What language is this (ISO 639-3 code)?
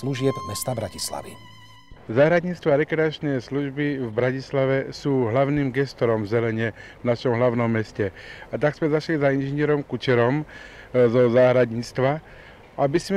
slk